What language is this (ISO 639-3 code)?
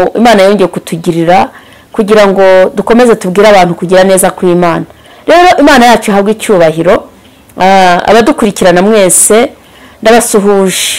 kin